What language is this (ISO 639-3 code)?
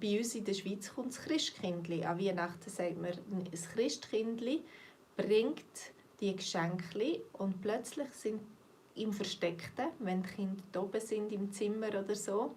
gsw